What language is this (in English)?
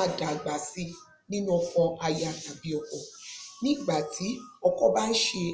Yoruba